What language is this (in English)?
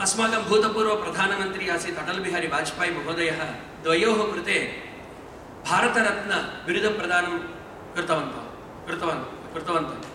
Sanskrit